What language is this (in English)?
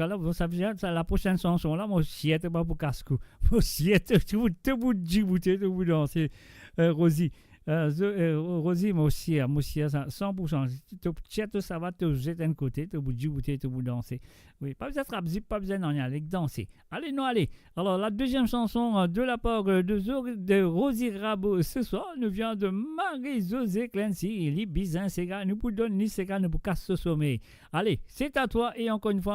Morisyen